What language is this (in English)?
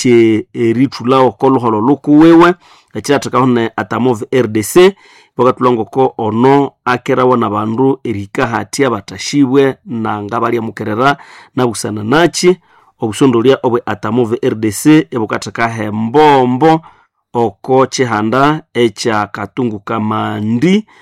Nande